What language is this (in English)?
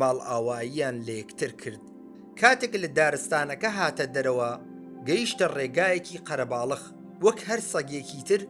Central Kurdish